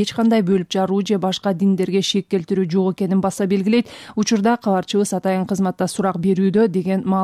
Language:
Kyrgyz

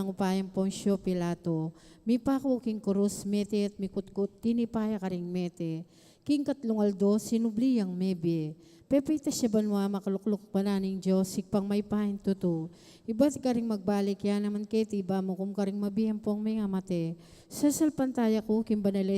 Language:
Pampanga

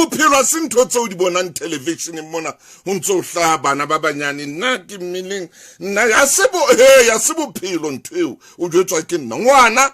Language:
Southern Sotho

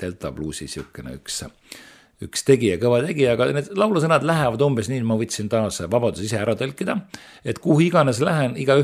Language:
Estonian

